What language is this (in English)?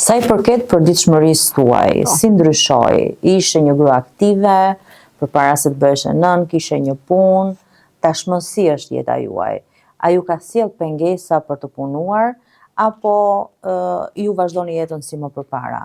Albanian